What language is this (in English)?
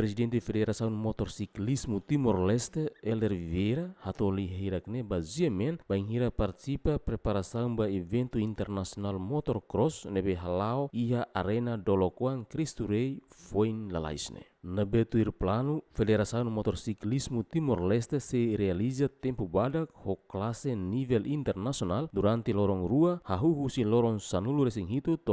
Tetum